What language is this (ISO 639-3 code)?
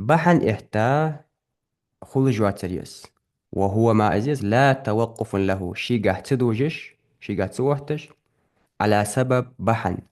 inh